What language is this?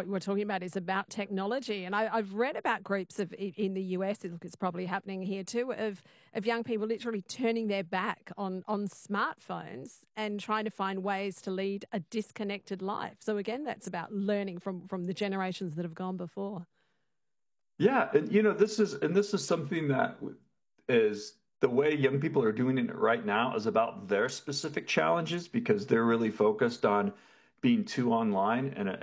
English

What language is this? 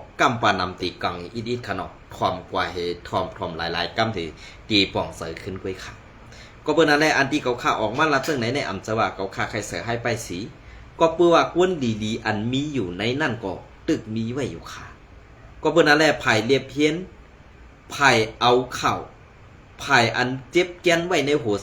Shan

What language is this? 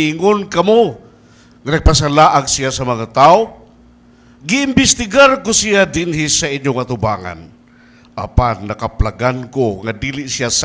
Cebuano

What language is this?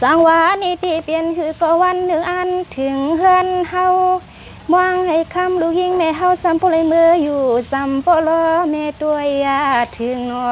Shan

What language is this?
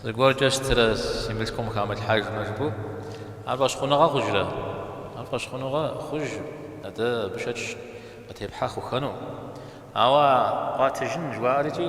Kabardian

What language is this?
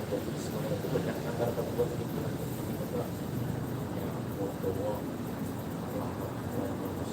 Banjar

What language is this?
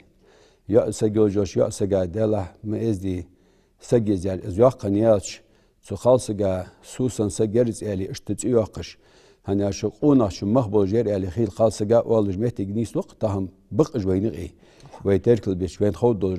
Ingush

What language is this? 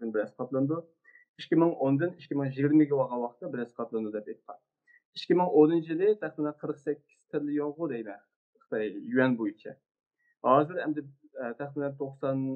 Uyghur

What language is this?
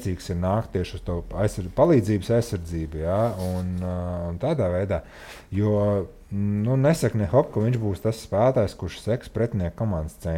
Latvian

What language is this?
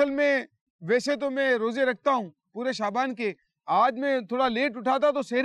Urdu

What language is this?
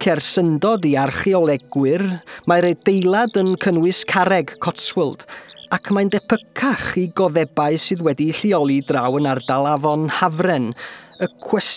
Welsh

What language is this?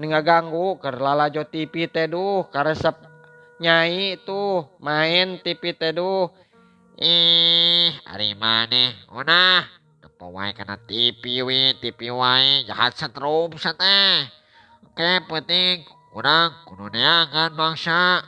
Sundanese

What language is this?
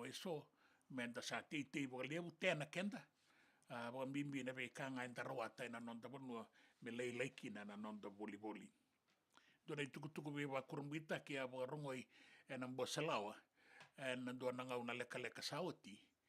Fijian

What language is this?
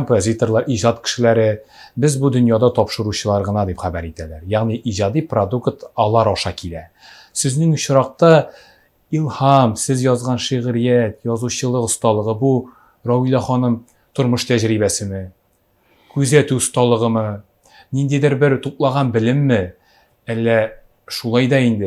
Tatar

